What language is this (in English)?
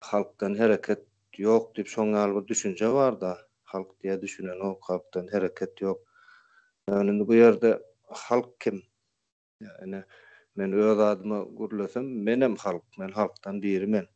Turkmen